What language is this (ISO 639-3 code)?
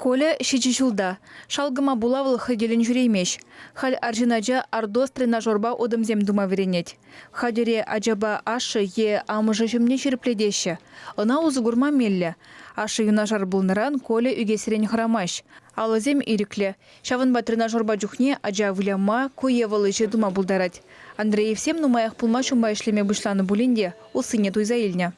chv